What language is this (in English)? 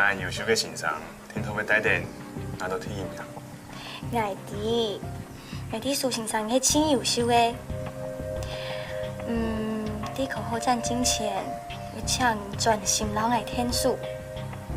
Hakka Chinese